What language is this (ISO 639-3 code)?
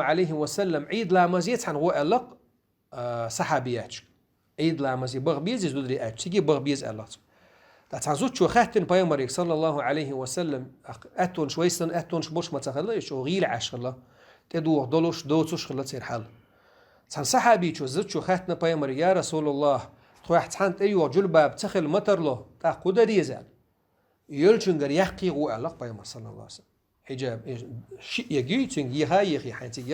che